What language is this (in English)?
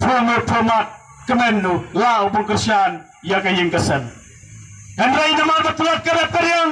Khasi